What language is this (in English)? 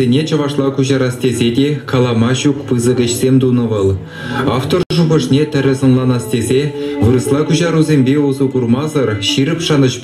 Chuvash